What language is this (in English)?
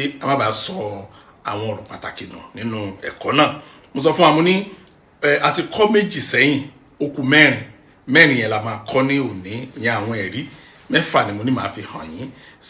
Yoruba